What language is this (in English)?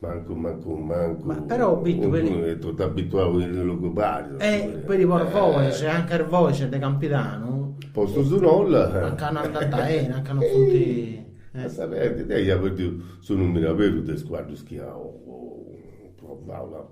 Sardinian